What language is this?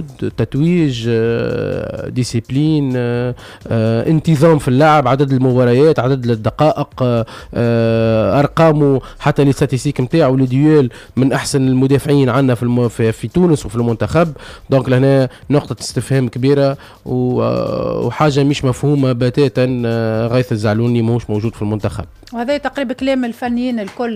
Tunisian Arabic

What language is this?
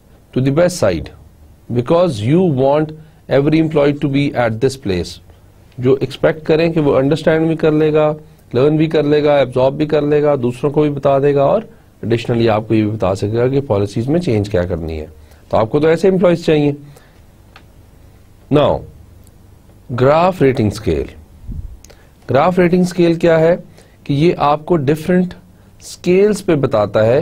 Hindi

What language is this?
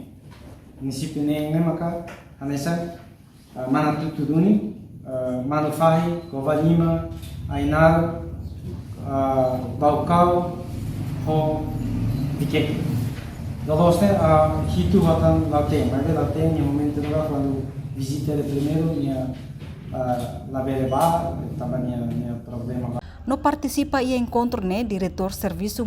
Tetum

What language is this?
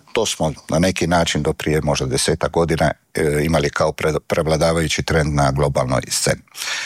Croatian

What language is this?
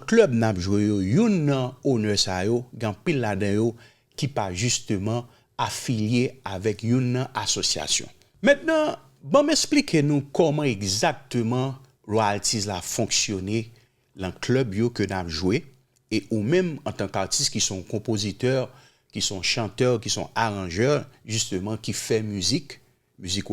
Haitian Creole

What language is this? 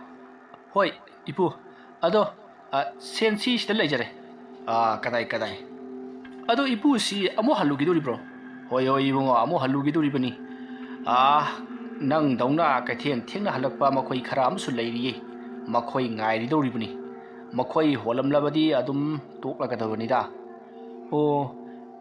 Manipuri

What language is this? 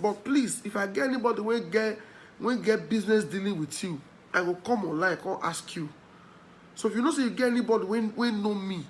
Nigerian Pidgin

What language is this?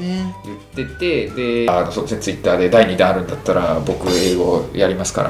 Japanese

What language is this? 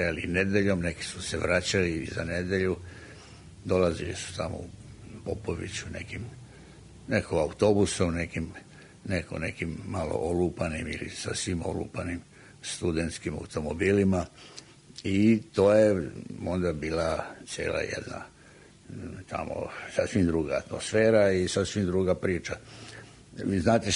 Serbian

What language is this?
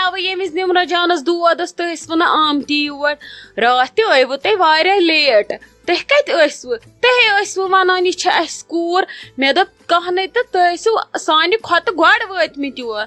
Kashmiri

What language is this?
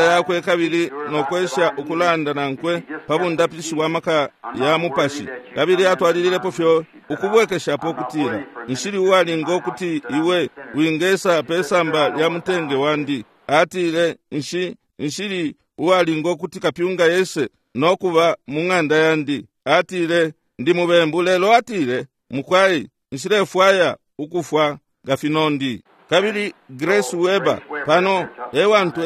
Bemba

